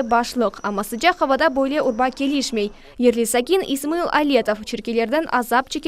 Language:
Crimean Tatar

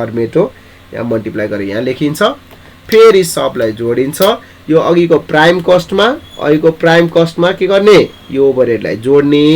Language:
Nepali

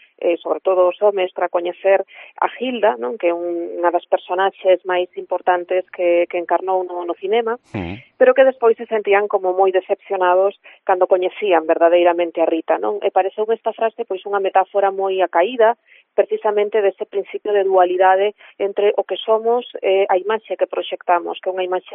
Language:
Galician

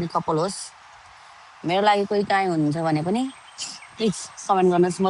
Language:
Nepali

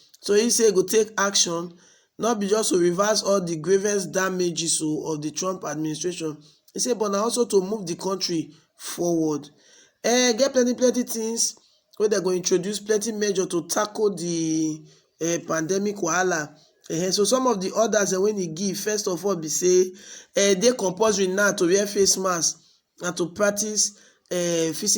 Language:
Nigerian Pidgin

